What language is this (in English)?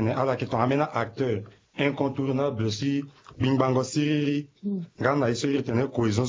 French